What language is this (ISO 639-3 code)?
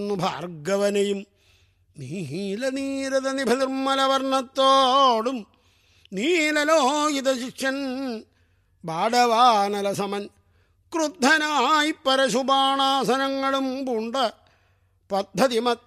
mal